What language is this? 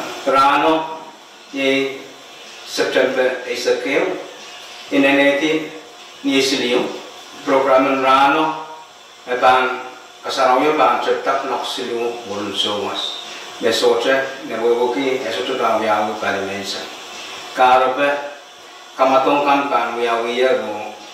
Pohnpeian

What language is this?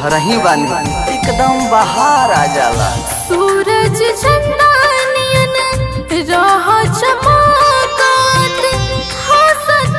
Bhojpuri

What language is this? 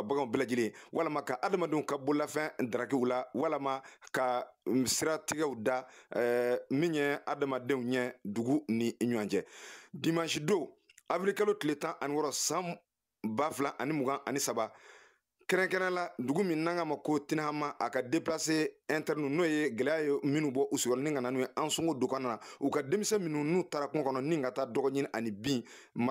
Bambara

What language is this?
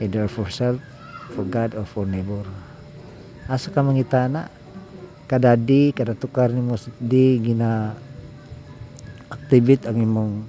Cebuano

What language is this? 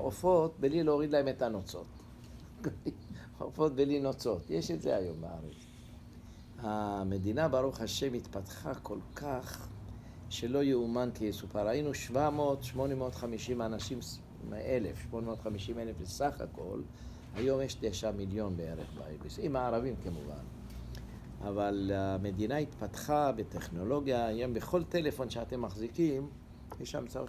Hebrew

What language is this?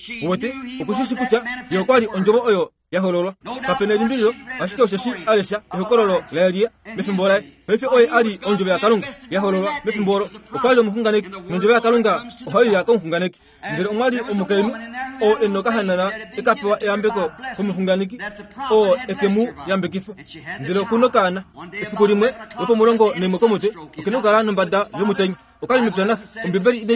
Kuanyama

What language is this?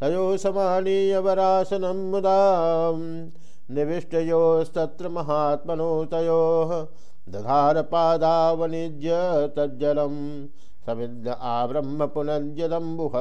Sanskrit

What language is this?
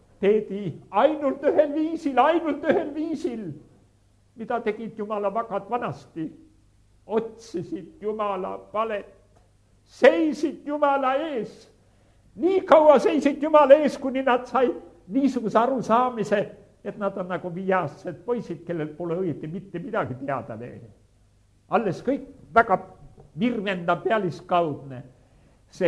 Estonian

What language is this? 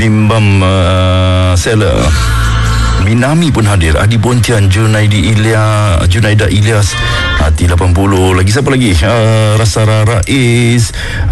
Malay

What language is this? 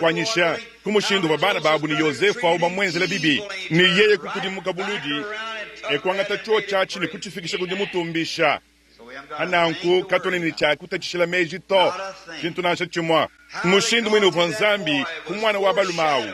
Luba-Lulua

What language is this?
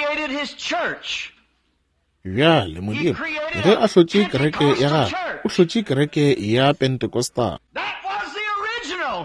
Northern Sotho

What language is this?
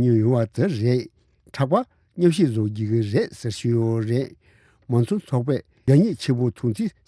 Tibetan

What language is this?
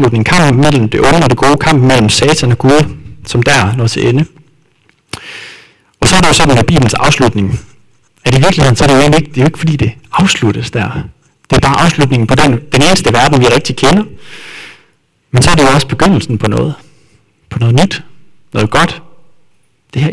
Danish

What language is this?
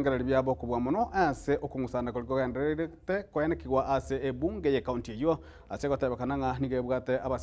Gusii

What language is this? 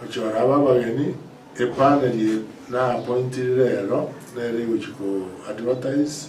Gusii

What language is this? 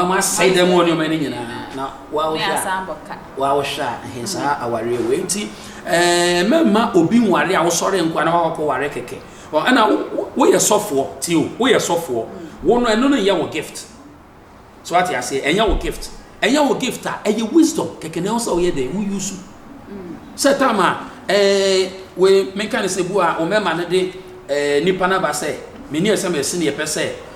Akan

